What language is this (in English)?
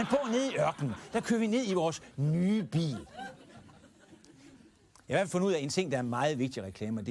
Danish